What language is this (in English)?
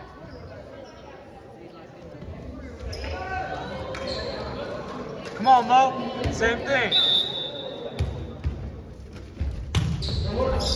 English